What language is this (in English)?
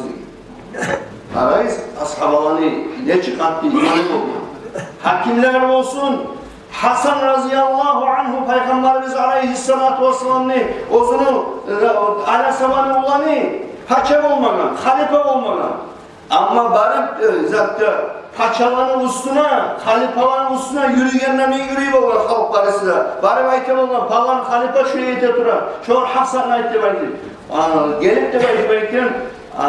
Kumyk